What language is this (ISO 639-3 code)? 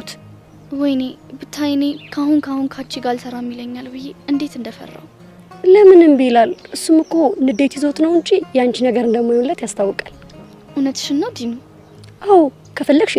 amh